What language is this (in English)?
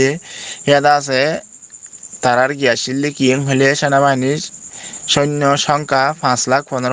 Rohingya